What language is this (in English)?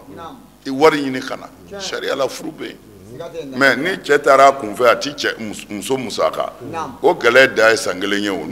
Bambara